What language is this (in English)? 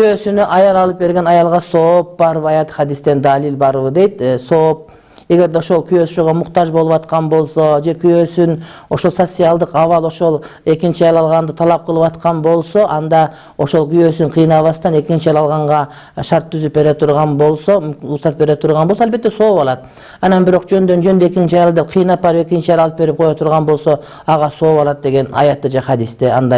Kyrgyz